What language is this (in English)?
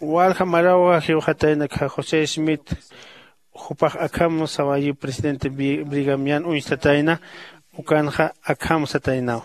Aymara